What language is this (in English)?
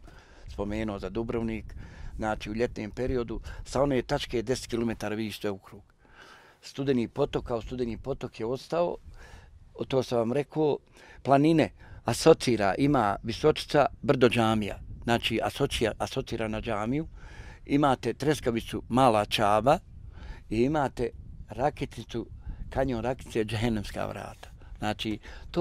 Bosnian